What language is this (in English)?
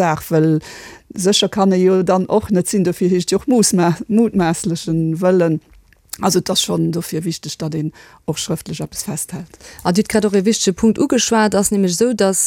Luxembourgish